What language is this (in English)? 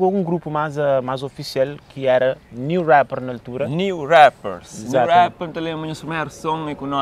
Kabuverdianu